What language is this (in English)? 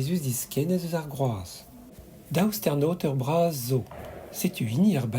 Breton